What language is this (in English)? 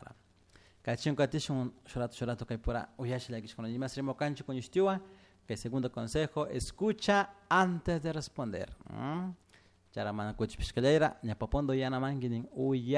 Chimborazo Highland Quichua